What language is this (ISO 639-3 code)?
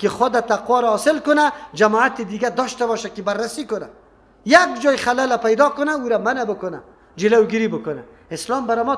fas